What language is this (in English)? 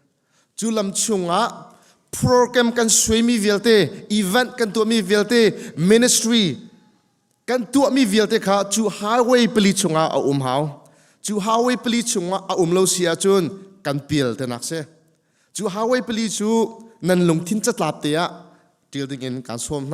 Hakha Chin